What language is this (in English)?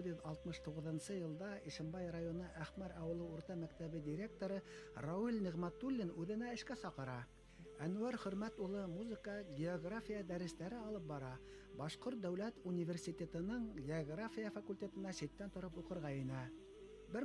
Bashkir